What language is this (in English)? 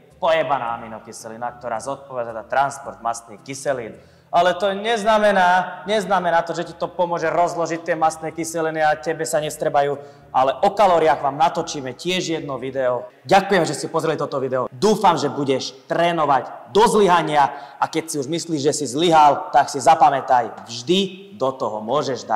Slovak